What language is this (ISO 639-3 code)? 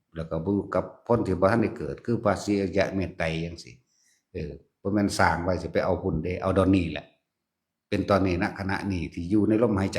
tts